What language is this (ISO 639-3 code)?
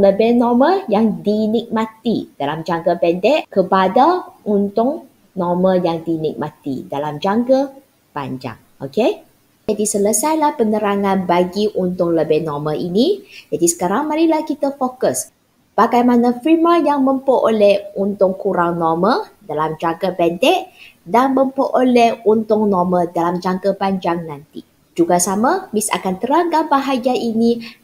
msa